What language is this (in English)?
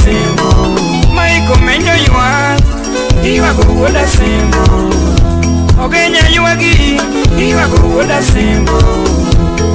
Luo (Kenya and Tanzania)